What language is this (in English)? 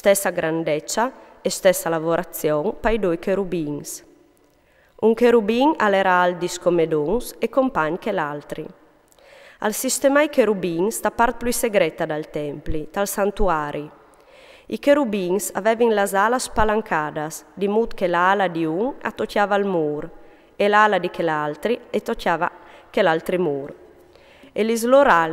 Friulian